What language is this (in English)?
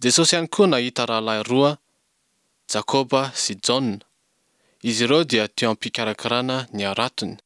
Malagasy